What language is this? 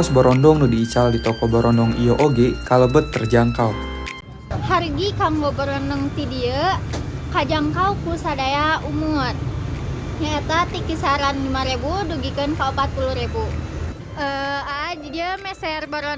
Sundanese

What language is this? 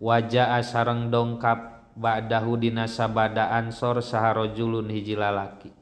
Sundanese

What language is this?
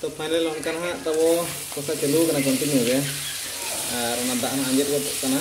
Santali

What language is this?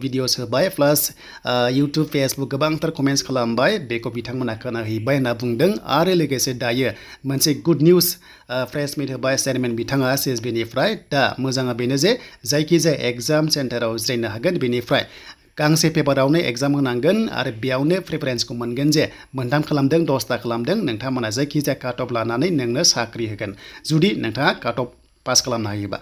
Bodo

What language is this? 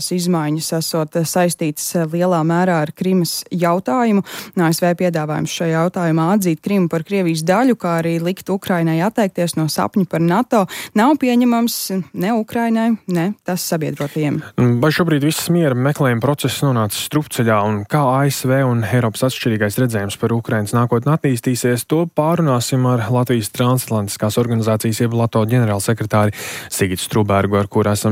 Latvian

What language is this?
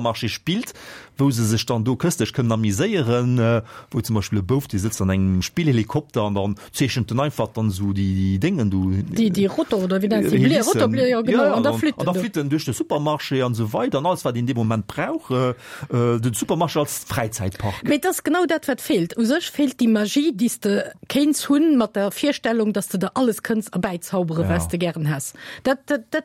Luxembourgish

